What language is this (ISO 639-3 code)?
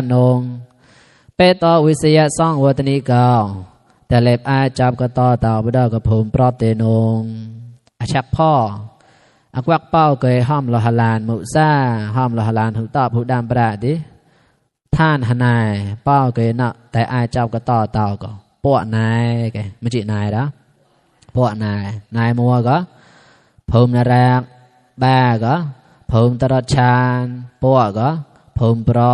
mnw